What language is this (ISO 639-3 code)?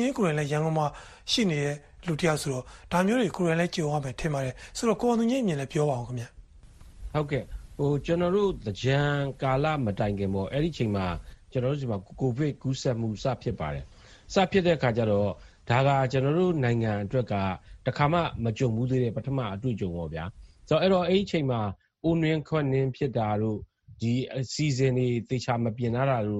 mya